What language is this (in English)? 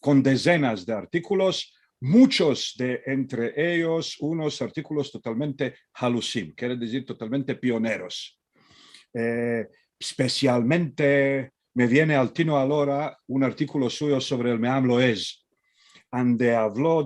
Ladino